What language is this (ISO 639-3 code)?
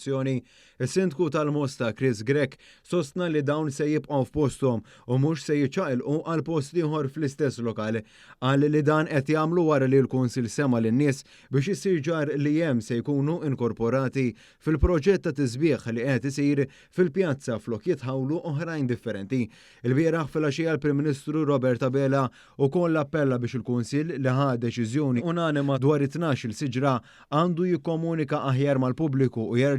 mlt